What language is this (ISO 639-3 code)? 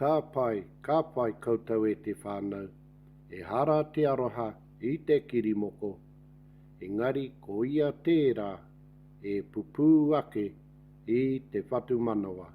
mri